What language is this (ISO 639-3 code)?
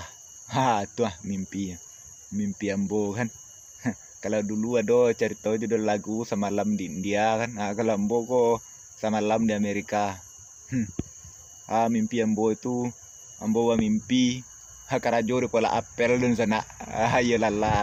min